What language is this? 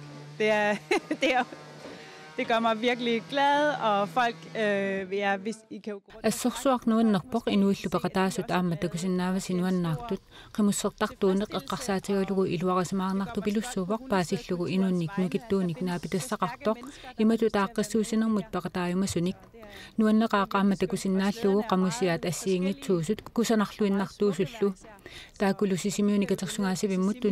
Kalaallisut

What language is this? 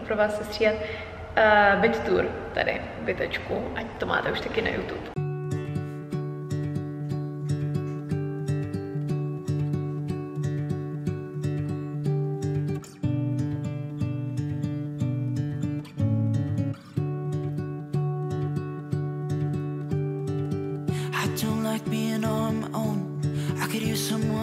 Czech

